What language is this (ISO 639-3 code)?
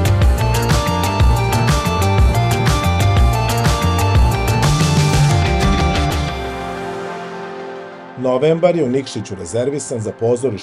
srp